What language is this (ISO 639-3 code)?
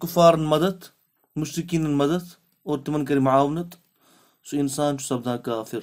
kas